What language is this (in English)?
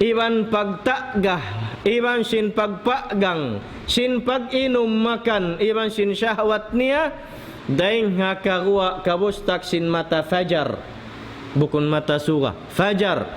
Tausug